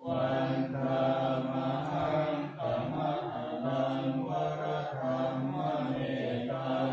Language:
Pali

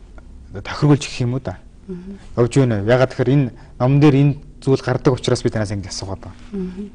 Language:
Mongolian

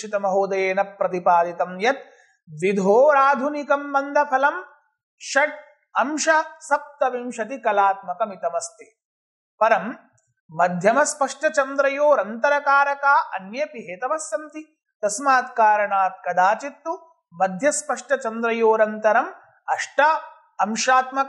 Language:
Sanskrit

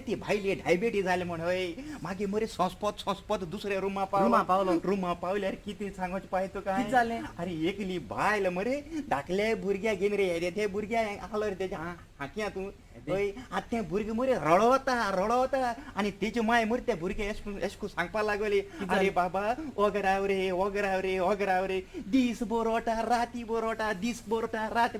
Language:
Konkani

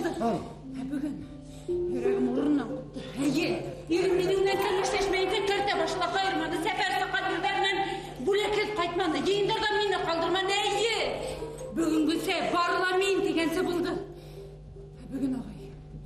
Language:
Bashkir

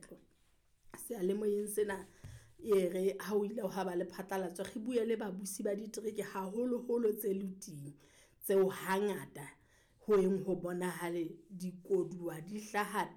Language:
Southern Sotho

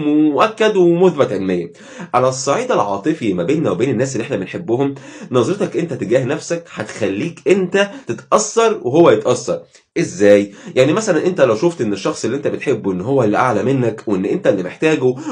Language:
Egyptian Arabic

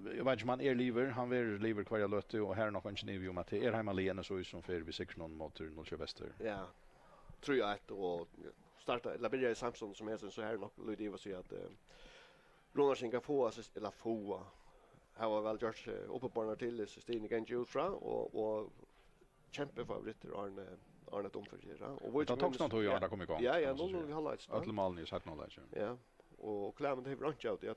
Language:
Faroese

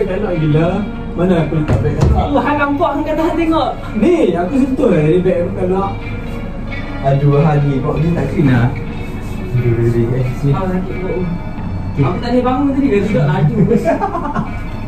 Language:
Malay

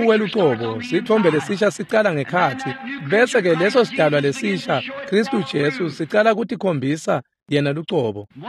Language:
Swati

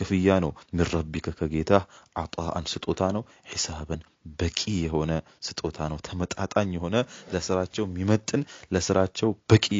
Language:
Amharic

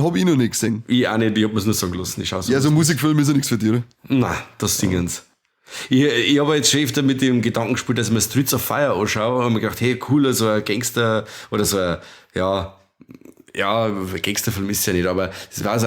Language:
Bavarian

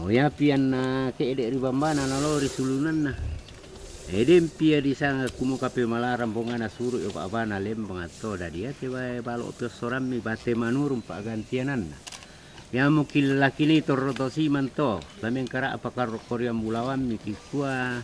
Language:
Toraja-Sa'dan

